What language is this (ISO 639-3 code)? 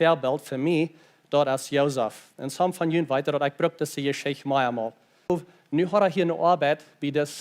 pdt